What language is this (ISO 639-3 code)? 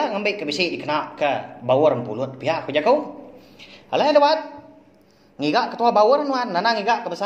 iba